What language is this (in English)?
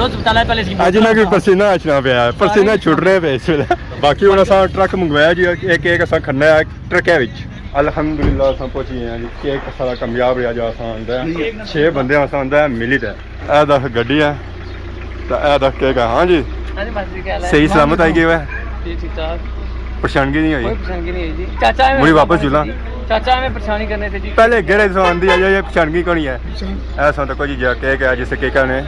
Pahari-Potwari